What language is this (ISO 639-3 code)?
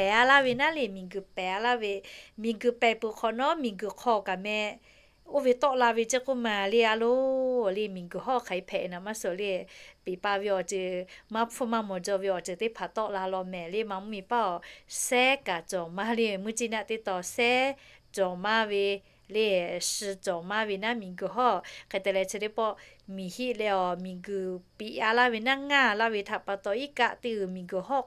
lhu